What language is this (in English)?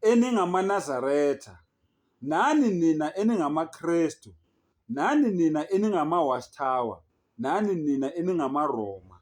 Zulu